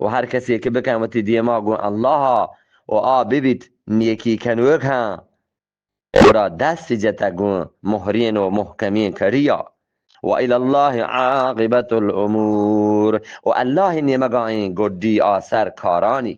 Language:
Eastern Balochi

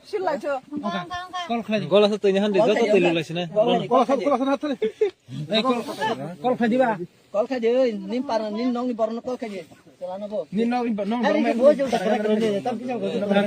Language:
Kok Borok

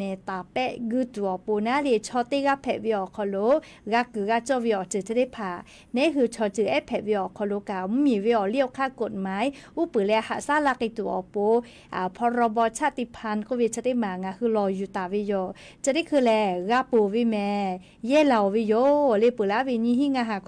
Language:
Lahu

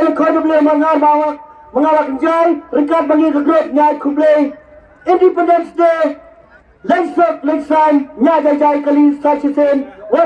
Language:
Khasi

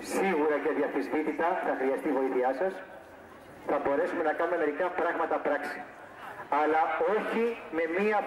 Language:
Greek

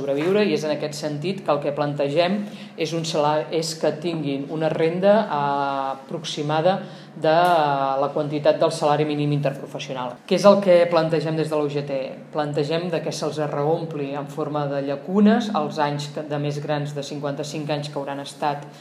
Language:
Catalan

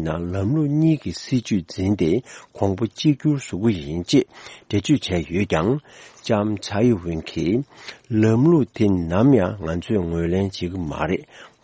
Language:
Tibetan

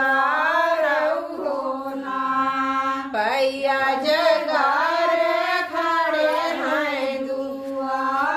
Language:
Bhojpuri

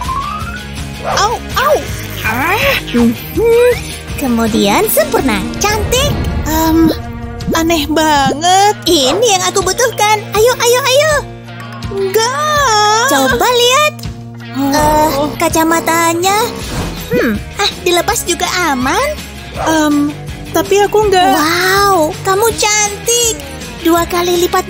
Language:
Indonesian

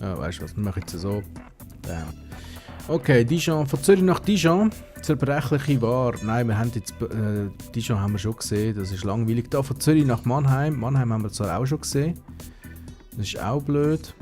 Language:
Swiss German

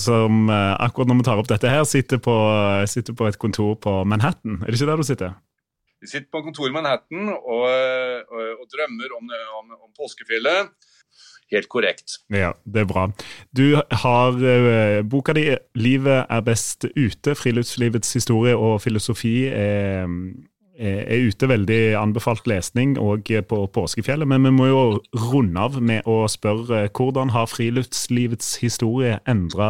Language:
Norwegian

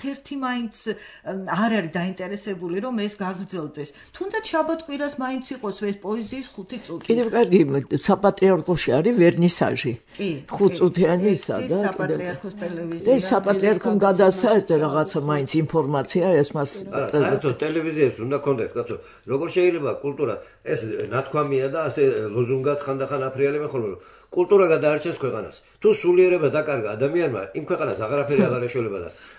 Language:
Georgian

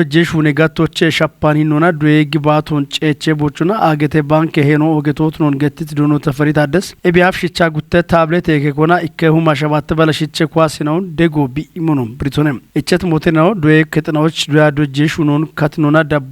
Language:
Kafa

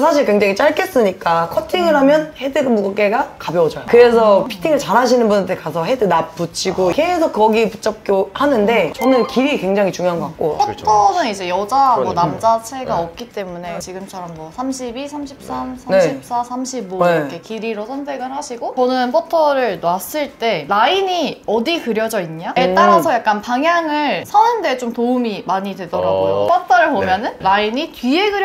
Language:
Korean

